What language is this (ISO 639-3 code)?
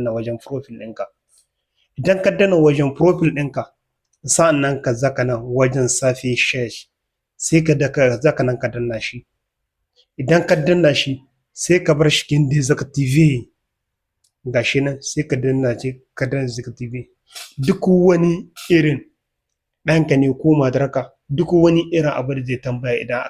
hau